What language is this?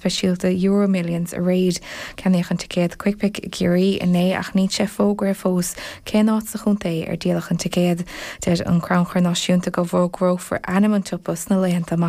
Irish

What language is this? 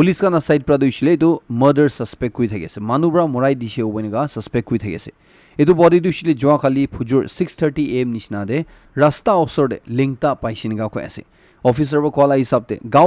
Naga Pidgin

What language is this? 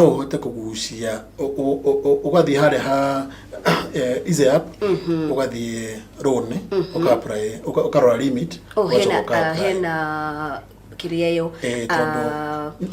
Kikuyu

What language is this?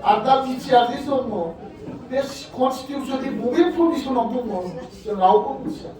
Bodo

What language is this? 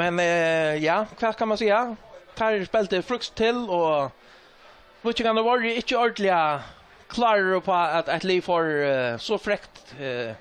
Faroese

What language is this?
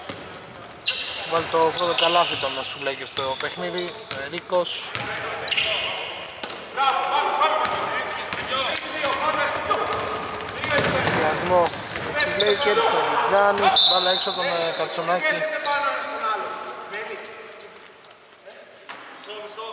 Greek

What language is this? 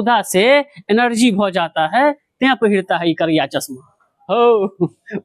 Maithili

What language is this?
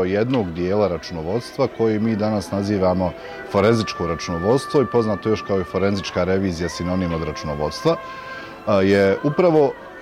Bosnian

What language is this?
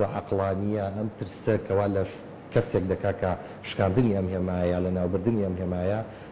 Central Kurdish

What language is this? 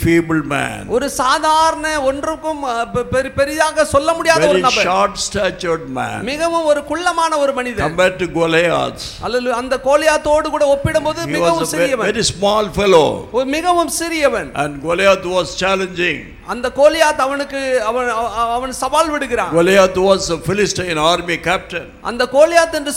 Tamil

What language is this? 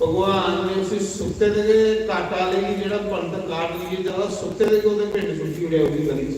Dogri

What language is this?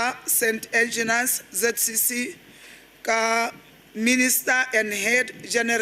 Tswana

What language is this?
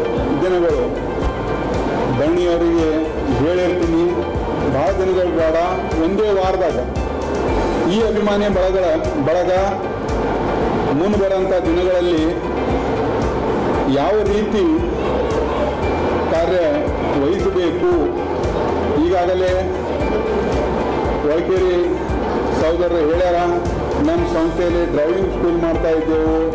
Kannada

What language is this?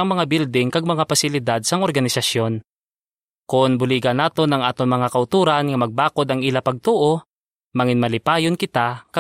Hiligaynon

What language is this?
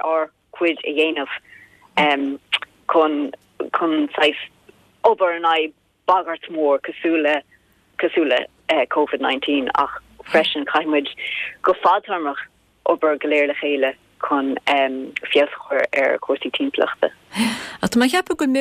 Irish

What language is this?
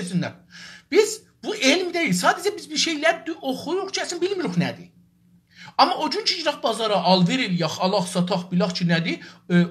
South Azerbaijani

